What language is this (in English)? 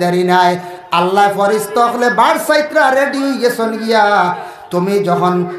Sylheti